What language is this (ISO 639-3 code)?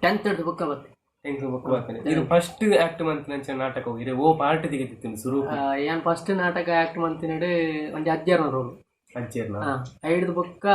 tcy